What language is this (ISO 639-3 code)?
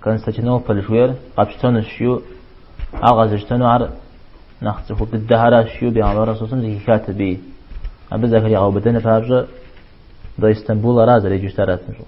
kbd